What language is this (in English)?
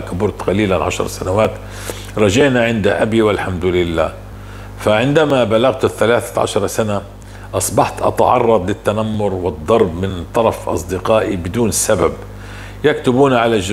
North Levantine Arabic